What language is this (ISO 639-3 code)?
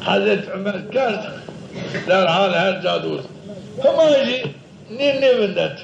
zza